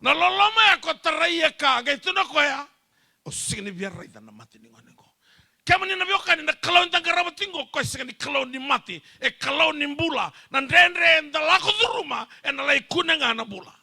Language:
Fijian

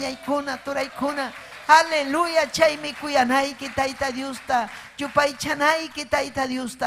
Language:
Ayacucho Quechua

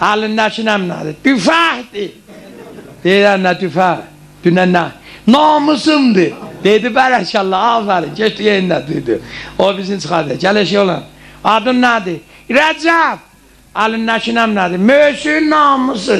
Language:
South Azerbaijani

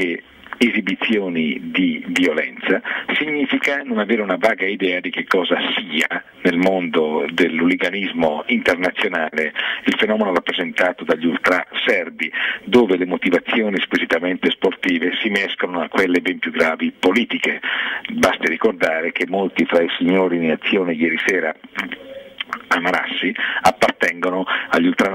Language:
Italian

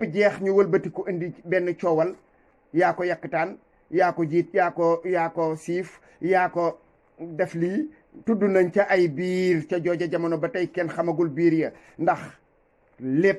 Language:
Wolof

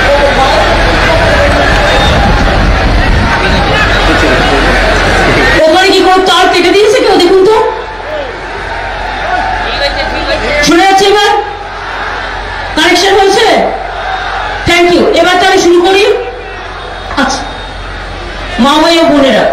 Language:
Bangla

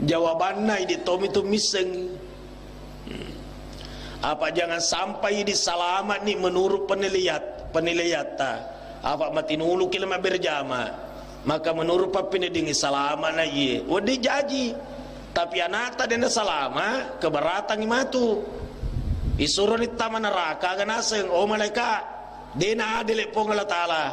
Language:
Buginese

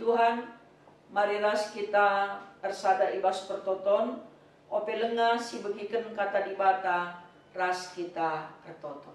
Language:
Batak Karo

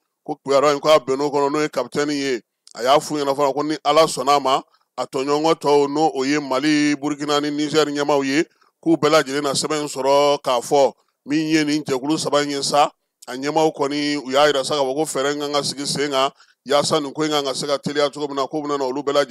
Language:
Bambara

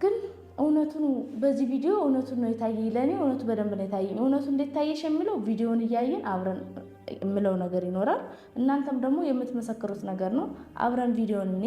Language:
Amharic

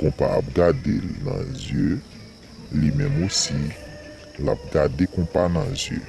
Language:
Haitian Creole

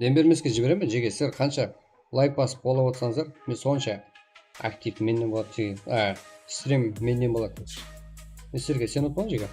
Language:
Kara-Kalpak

